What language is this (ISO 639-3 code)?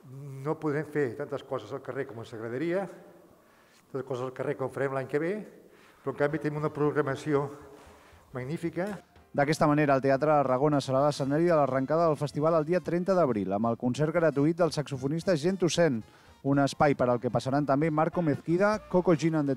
cat